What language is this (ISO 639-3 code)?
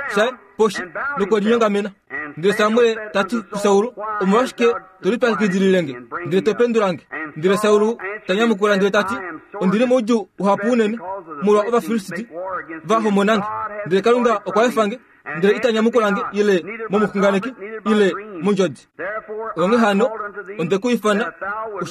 kua